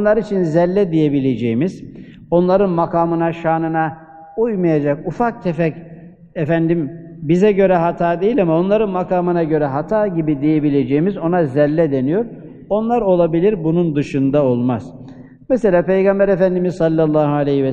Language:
Turkish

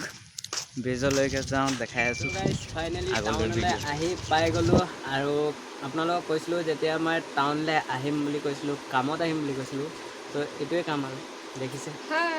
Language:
Assamese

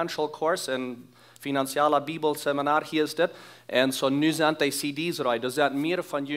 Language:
Plautdietsch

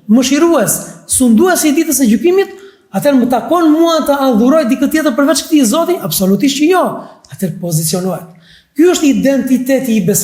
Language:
Albanian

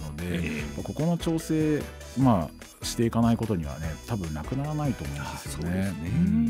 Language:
Japanese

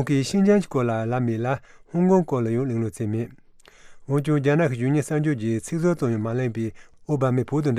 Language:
Tibetan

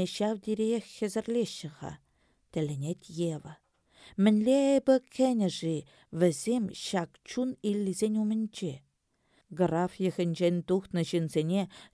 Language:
Chuvash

